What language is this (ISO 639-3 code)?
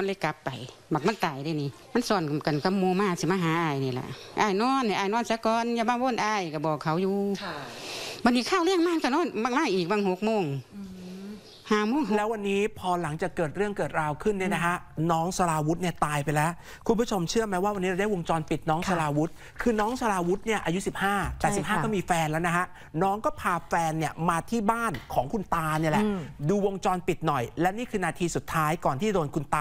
tha